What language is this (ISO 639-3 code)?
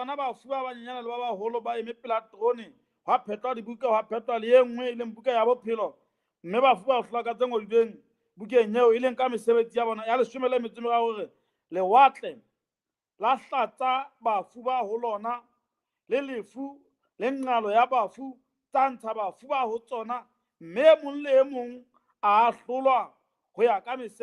sot